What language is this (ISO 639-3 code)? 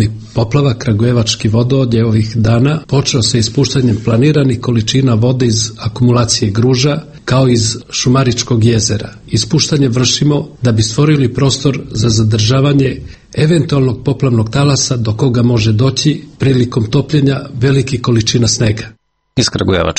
srp